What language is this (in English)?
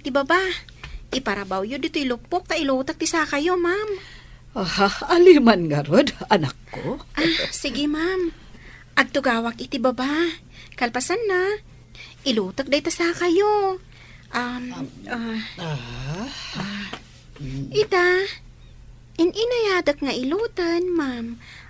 Iloko